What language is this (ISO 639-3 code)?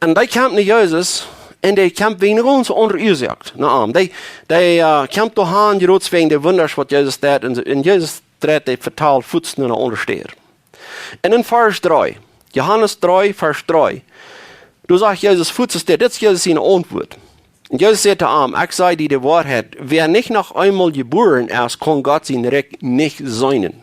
pdt